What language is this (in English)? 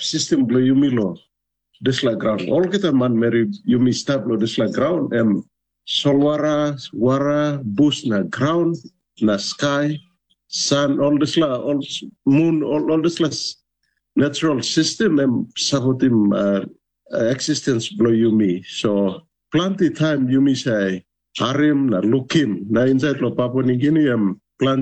Tok Pisin